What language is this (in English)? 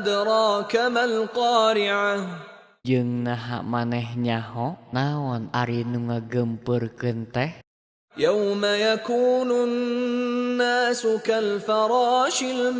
Sundanese